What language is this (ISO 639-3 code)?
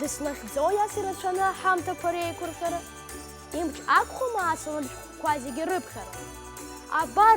abk